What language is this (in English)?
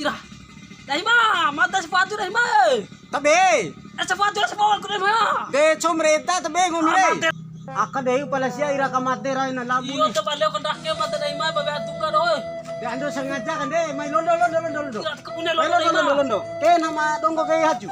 Bima